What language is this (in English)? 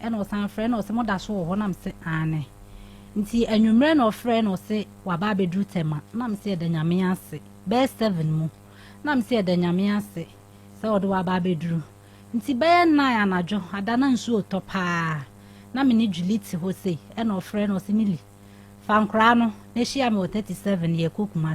Akan